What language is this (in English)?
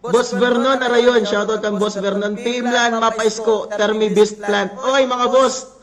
Waray